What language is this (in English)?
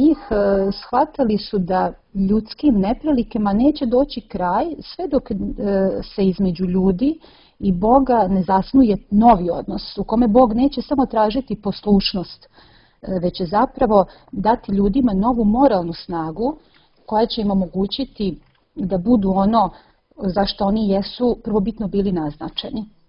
Serbian